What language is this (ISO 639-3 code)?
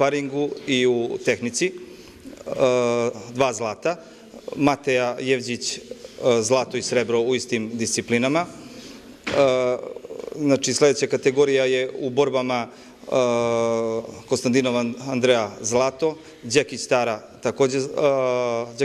srp